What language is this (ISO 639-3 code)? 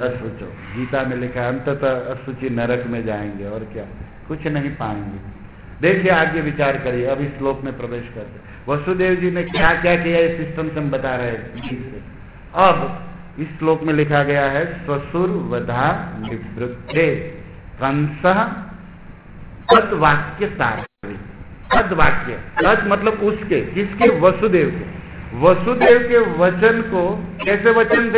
hin